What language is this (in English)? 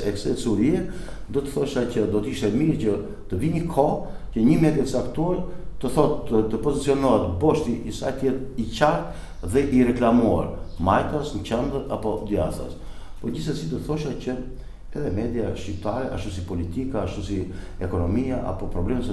Albanian